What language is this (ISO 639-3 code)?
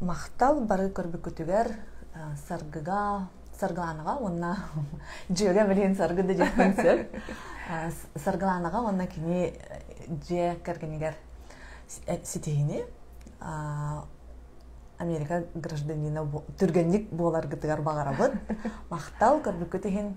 sah